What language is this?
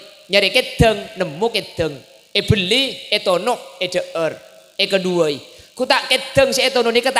Madurese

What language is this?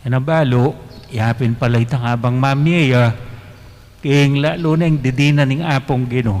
Pampanga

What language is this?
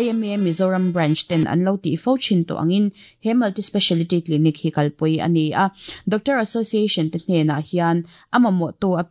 Mizo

